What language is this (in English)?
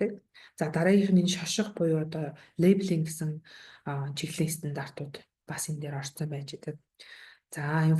Mongolian